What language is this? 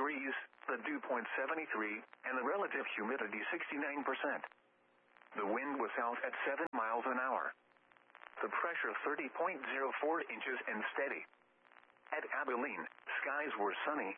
English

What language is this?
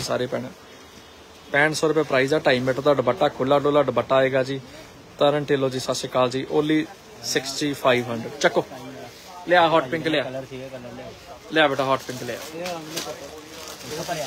Punjabi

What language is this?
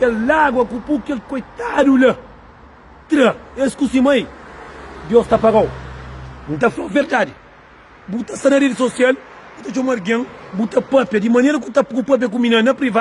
Kabuverdianu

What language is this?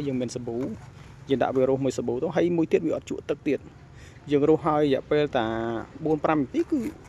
Khmer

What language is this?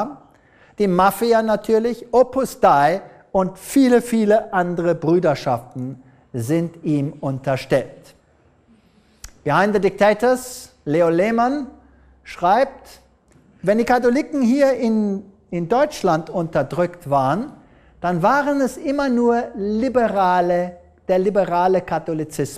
German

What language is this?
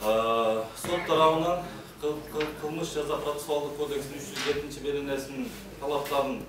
Kyrgyz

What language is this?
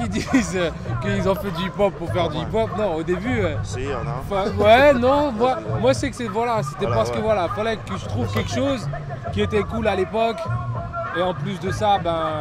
French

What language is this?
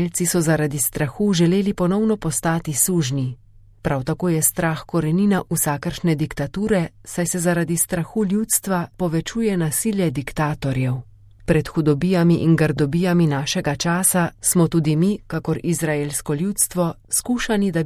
Slovenian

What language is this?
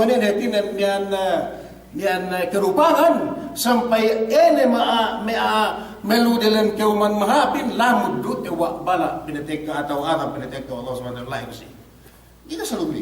Yakan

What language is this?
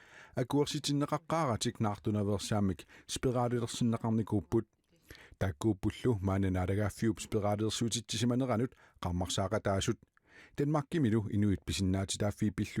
Kalaallisut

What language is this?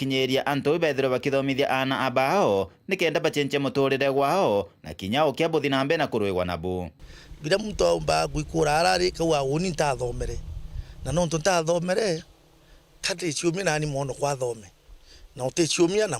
Meru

